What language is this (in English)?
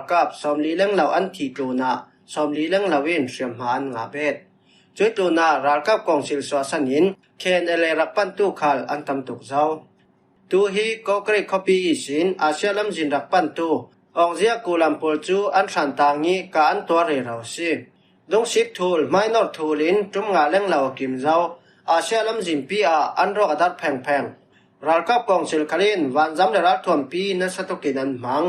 Falam Chin